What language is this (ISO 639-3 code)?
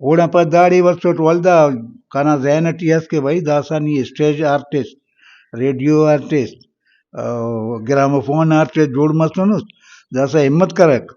brh